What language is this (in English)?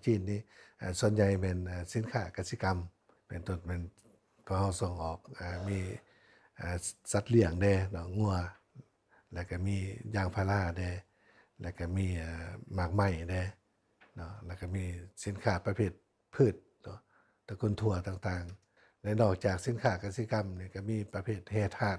Lao